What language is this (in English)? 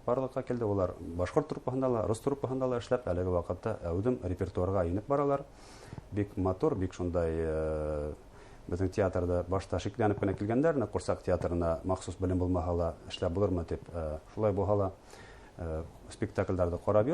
Bashkir